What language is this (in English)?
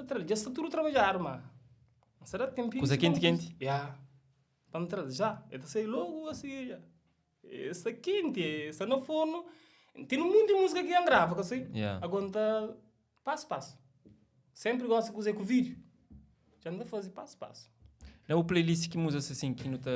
Kabuverdianu